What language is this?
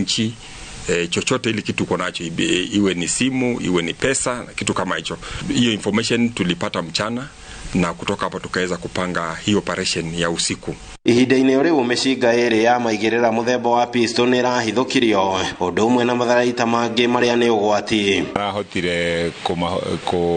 Kikuyu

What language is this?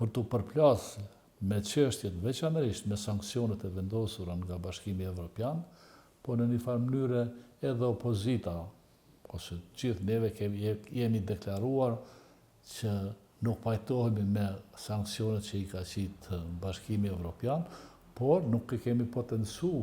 Albanian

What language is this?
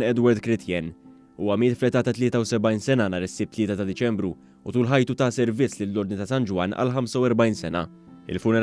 Maltese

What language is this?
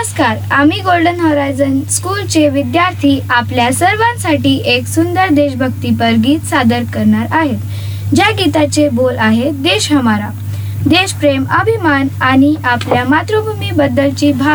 Marathi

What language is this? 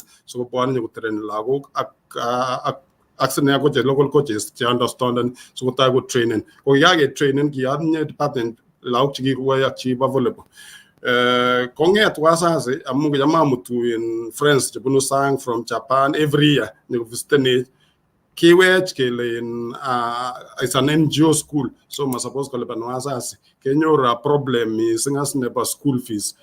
Kalenjin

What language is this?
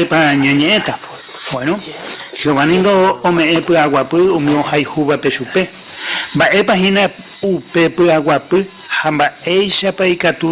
Guarani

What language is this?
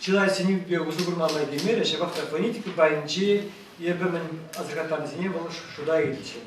Chuvash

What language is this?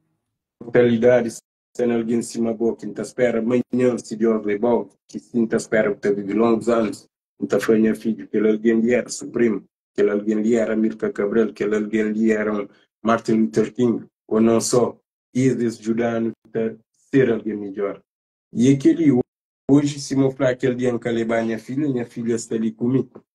Kabuverdianu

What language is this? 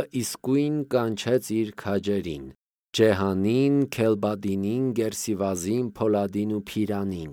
Armenian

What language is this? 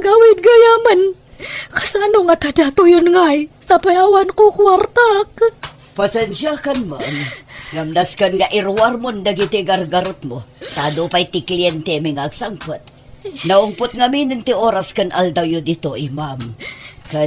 Iloko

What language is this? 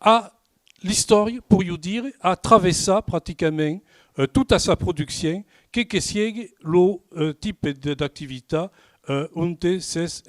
Occitan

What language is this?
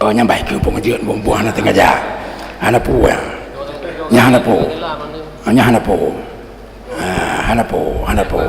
Achinese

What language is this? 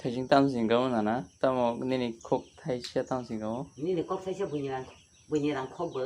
Kok Borok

